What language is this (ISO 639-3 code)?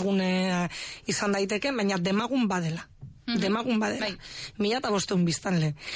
eus